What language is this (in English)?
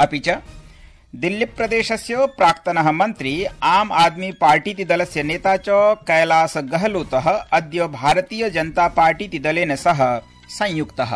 Sanskrit